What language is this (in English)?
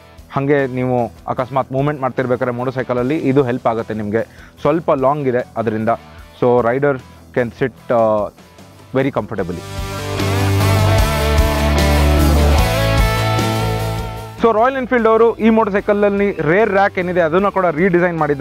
Kannada